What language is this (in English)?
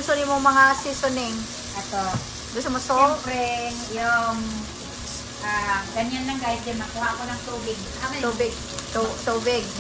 Filipino